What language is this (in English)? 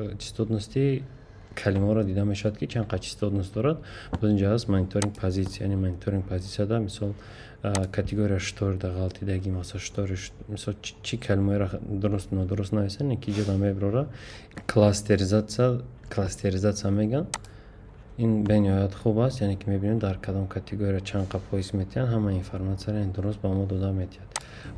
Tajik